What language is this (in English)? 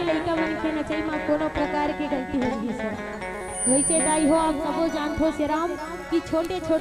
Chhattisgarhi